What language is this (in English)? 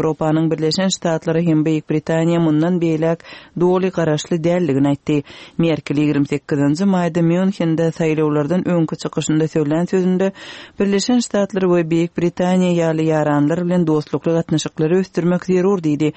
Kyrgyz